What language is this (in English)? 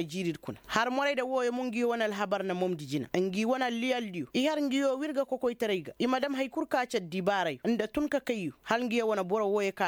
Koyraboro Senni